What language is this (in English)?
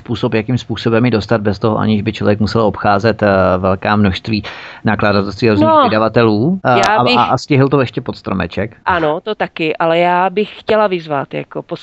Czech